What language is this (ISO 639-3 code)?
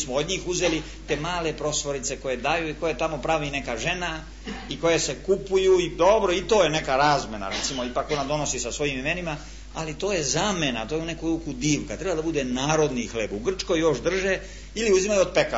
srp